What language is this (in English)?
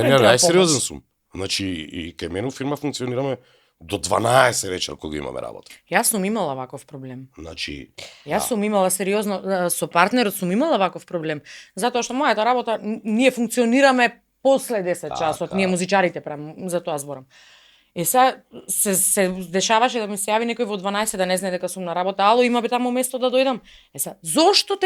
Macedonian